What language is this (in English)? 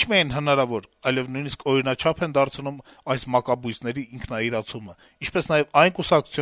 Armenian